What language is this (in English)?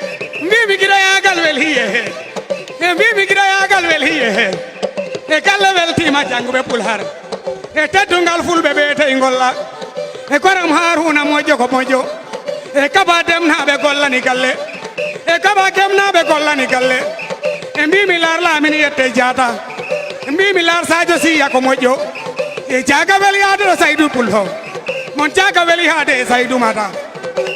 Fula